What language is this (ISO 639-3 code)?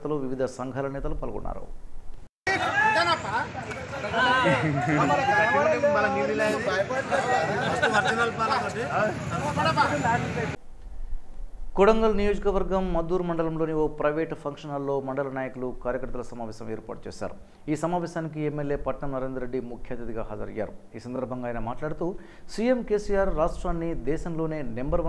tel